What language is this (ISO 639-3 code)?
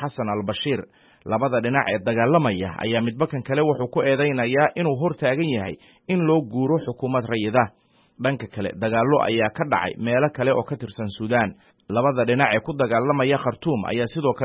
som